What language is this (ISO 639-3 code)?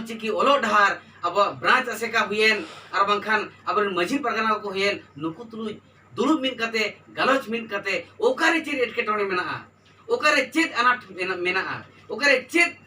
sat